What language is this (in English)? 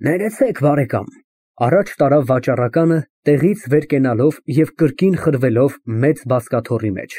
Armenian